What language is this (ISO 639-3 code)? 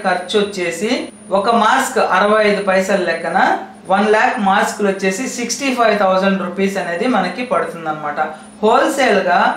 tel